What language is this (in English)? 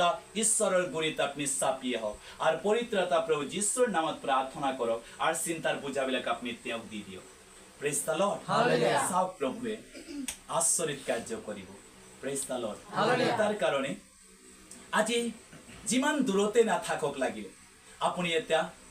Assamese